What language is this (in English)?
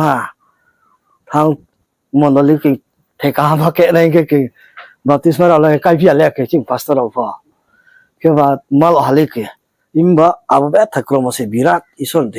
Riang (India)